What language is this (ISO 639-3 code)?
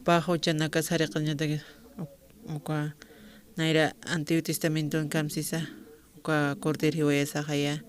aym